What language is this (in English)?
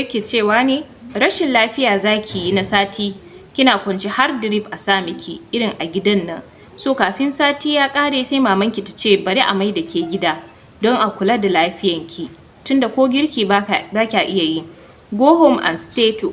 Hausa